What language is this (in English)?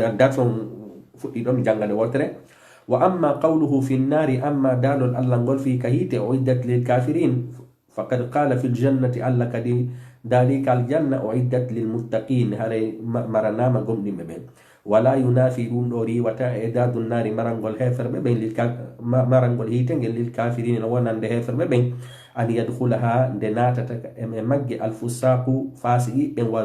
Fula